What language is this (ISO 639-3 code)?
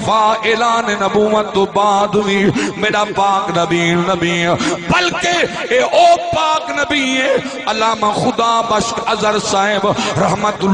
skr